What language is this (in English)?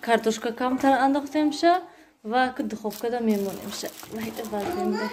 Tajik